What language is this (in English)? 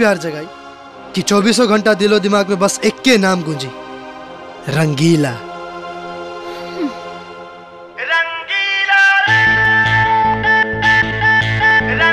Bhojpuri